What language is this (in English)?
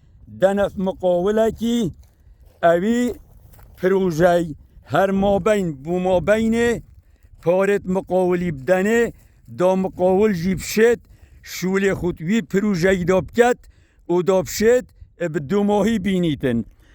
Kurdish